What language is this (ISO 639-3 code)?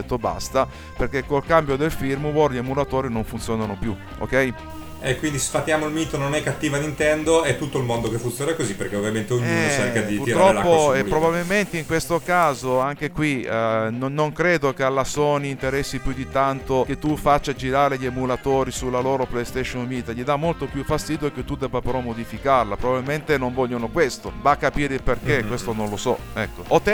ita